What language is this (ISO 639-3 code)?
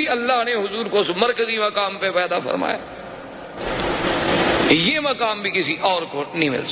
urd